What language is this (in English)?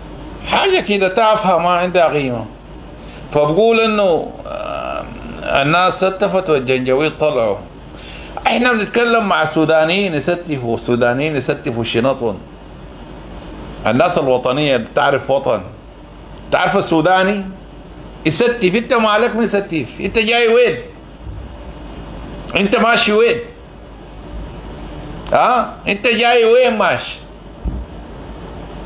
Sudanese Arabic